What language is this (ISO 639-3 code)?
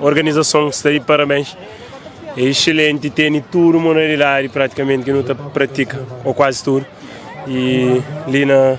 kea